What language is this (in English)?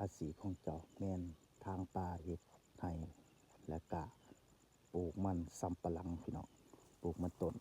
Northeastern Thai